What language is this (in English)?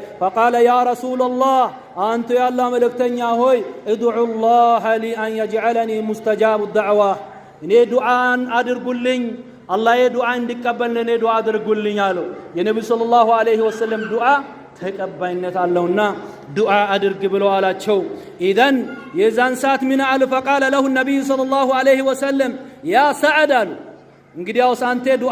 Amharic